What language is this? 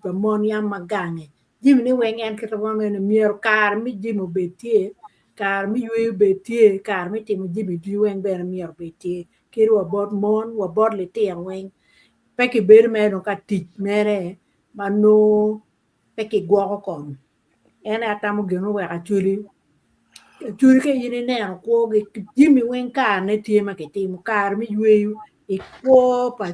Acoli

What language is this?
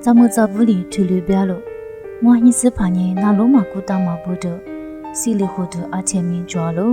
Lisu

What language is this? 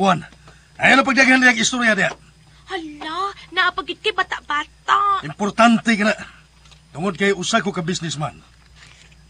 Cebuano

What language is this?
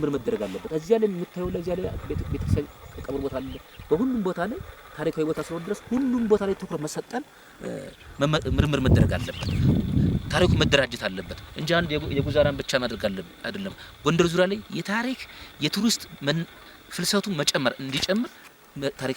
Amharic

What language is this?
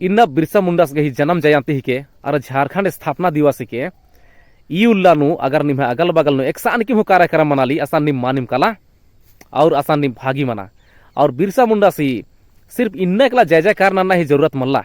Kurukh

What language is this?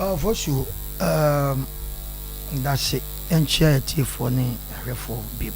Akan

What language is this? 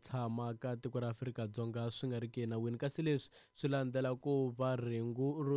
Tsonga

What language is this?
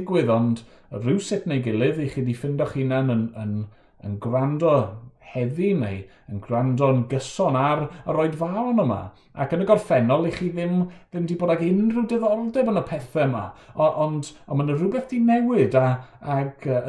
Welsh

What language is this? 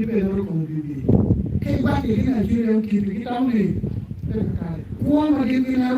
Acoli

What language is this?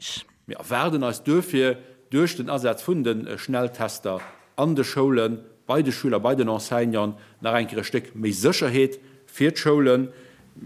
Luxembourgish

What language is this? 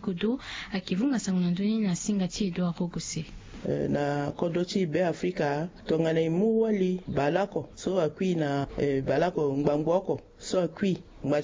Sango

